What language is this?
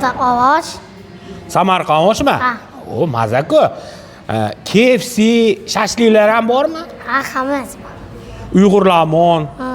Uzbek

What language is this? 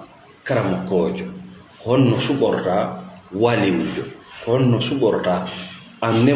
Fula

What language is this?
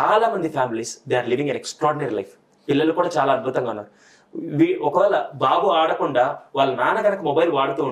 Telugu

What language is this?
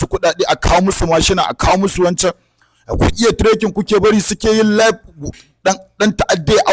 Hausa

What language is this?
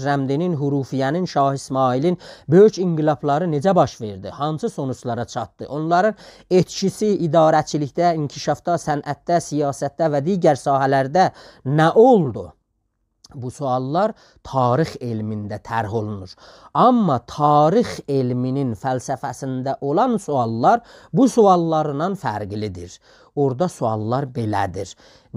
South Azerbaijani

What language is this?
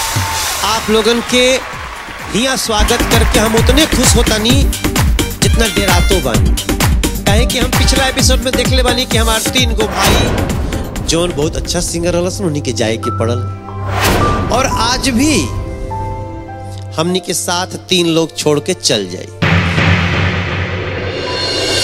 Bhojpuri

